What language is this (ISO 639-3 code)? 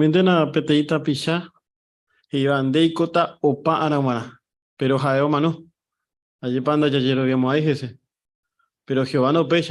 grn